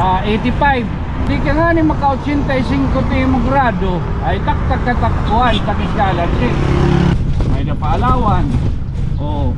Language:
Waray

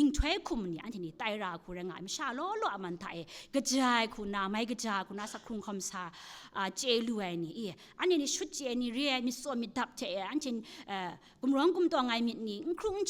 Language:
Kachin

